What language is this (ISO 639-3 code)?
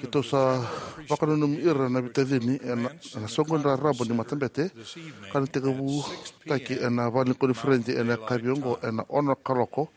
fij